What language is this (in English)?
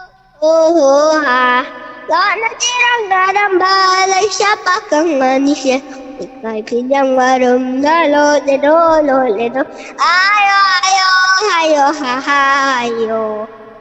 Manipuri